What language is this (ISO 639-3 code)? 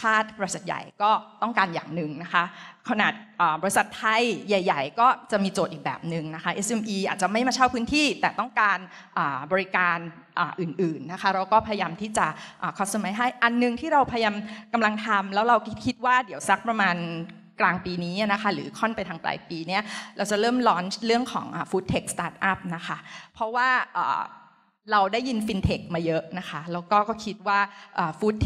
tha